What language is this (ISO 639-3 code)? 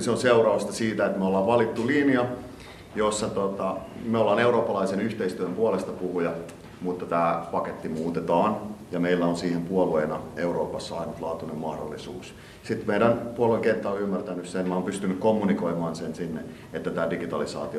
fin